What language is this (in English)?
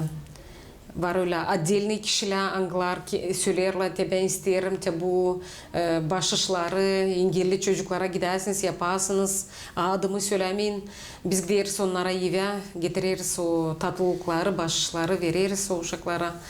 Gagauz